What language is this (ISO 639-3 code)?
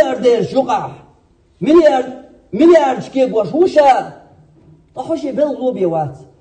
che